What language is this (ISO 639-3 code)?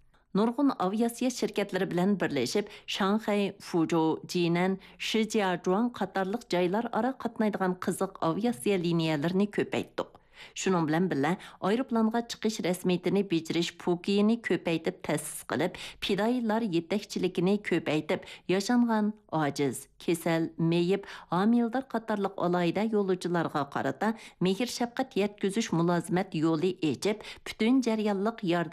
uig